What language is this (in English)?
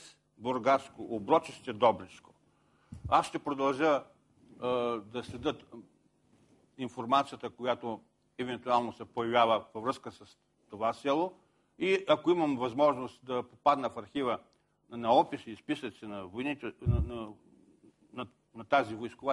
Bulgarian